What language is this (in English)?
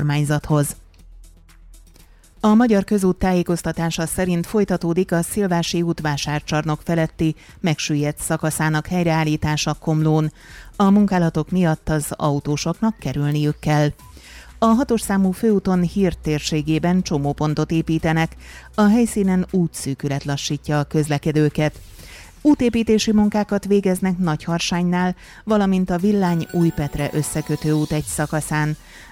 Hungarian